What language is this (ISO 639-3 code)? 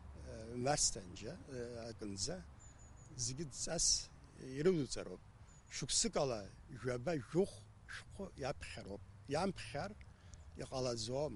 abk